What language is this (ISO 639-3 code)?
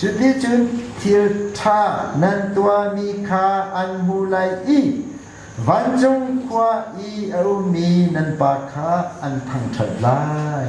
cnh